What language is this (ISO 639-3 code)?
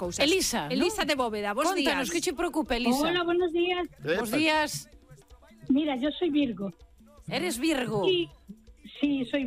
glg